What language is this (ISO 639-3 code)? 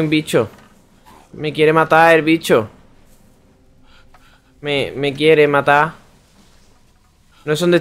spa